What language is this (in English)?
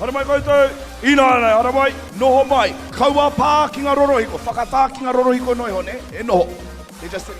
Māori